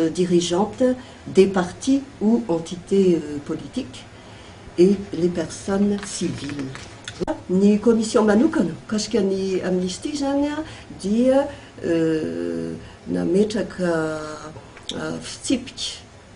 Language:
Malagasy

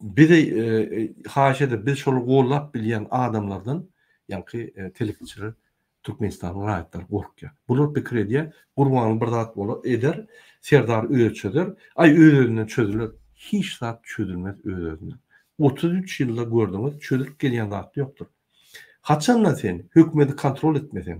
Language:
Turkmen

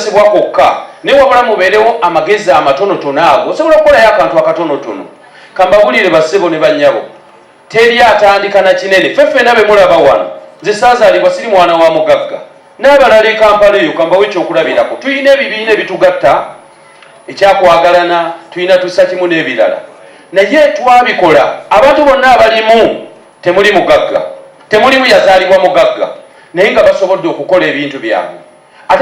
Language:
Ganda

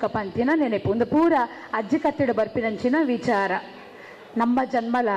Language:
Tulu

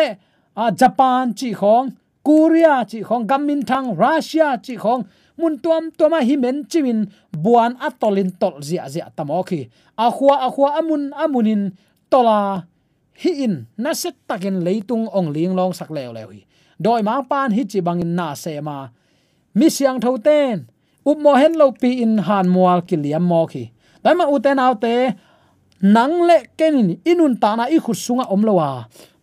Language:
Tedim Chin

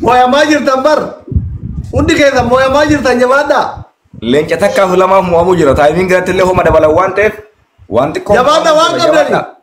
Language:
Oromo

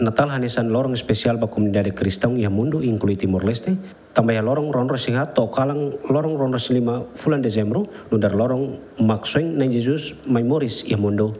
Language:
Tetum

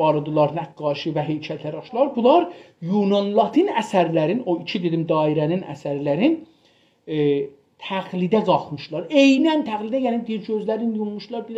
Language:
South Azerbaijani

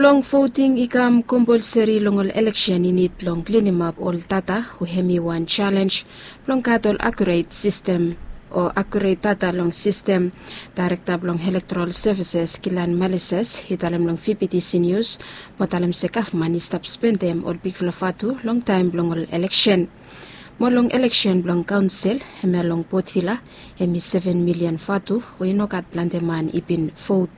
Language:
Bislama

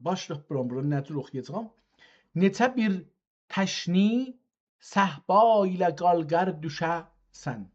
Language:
South Azerbaijani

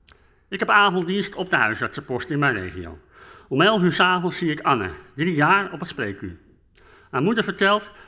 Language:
Dutch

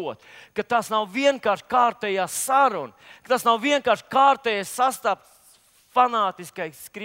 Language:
Latvian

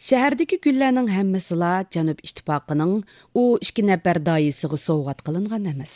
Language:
Uyghur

